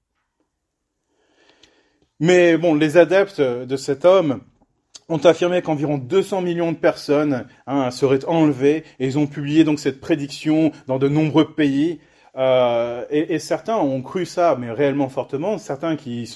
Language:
French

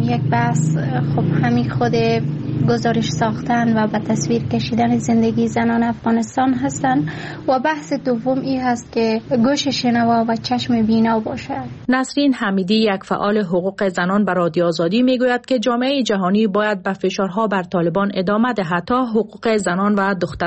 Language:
Persian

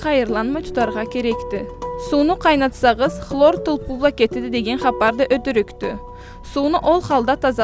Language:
Karachay-Balkar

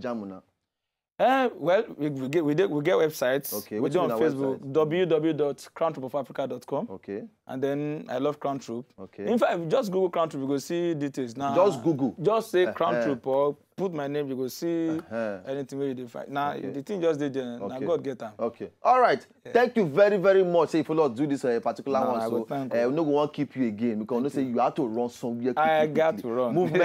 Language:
Nigerian Pidgin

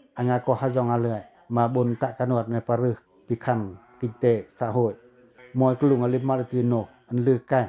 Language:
Pacoh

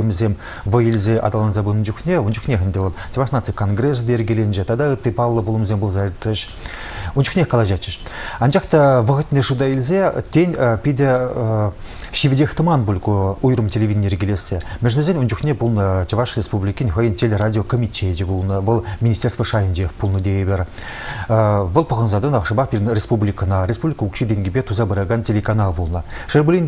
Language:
Chuvash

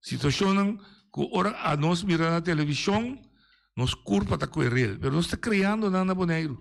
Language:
Papiamento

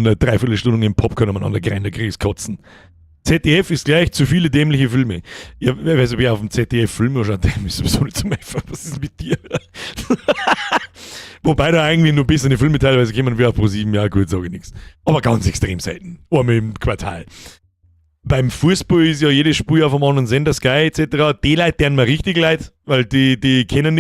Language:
Bavarian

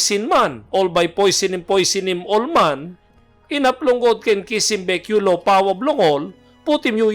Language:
Tok Pisin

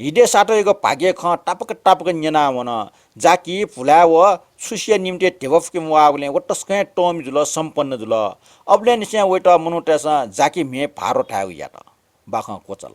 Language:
Newari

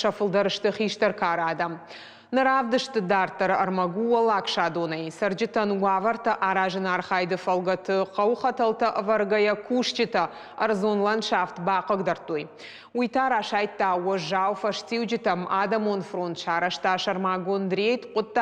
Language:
Ossetic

